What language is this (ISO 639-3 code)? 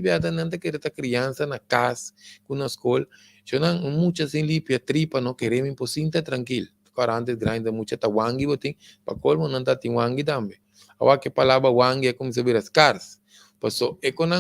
pap